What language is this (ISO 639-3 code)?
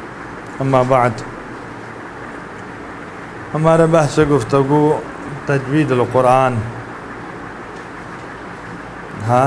urd